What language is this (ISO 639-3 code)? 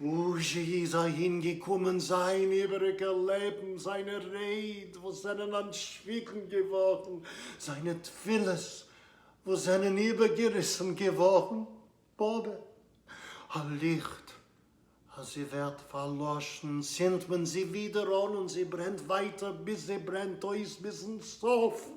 yid